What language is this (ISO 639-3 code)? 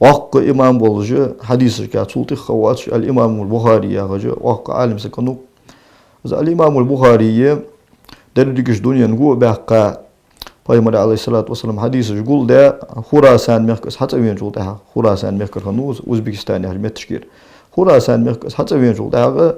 inh